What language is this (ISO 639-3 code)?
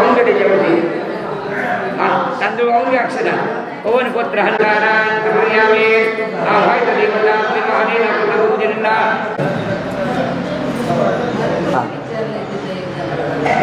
mar